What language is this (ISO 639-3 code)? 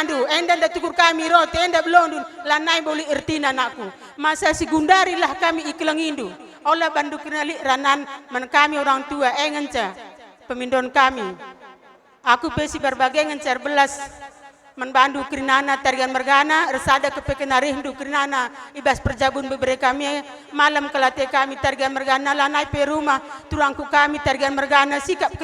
btx